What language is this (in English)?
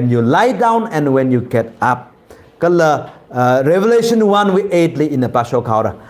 Tangkhul Naga (India)